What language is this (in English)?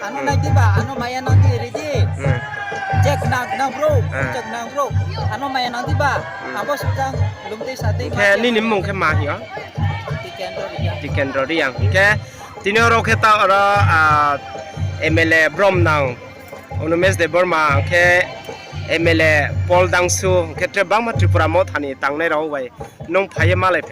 Riang (India)